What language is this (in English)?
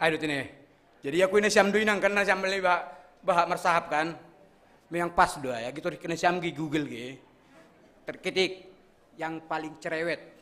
Batak Simalungun